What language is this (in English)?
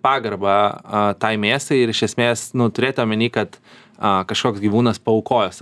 Lithuanian